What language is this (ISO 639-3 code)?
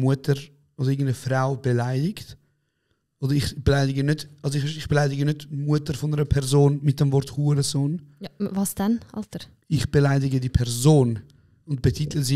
gsw